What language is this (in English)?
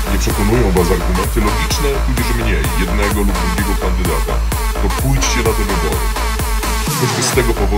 Polish